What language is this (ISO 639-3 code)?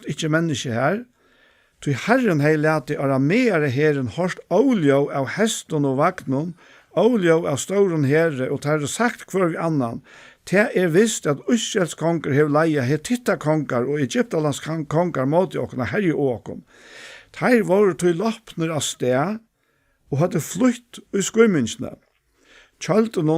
fao